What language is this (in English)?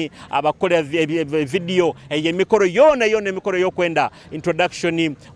Nyoro